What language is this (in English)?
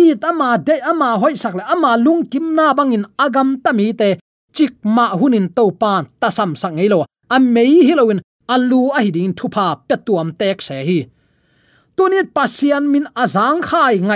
Tedim Chin